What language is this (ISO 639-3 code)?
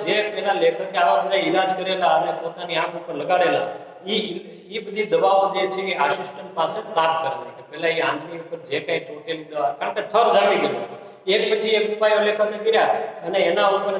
guj